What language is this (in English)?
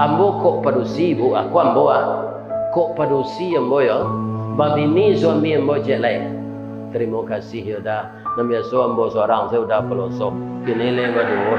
Minangkabau